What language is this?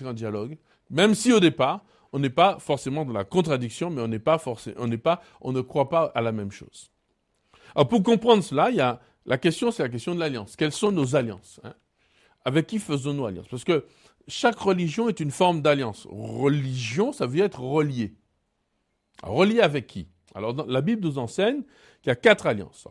French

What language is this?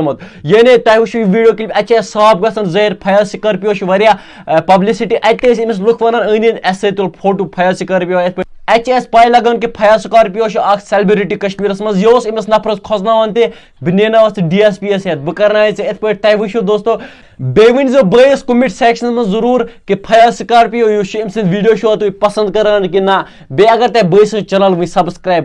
Kashmiri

